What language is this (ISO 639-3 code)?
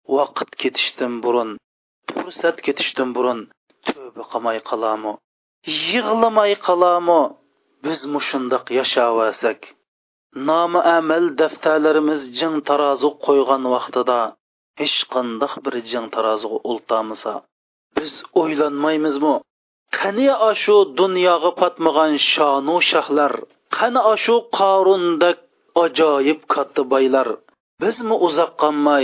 uig